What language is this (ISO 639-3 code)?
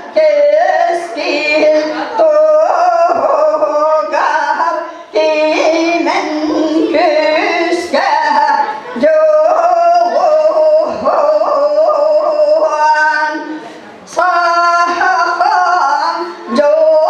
sah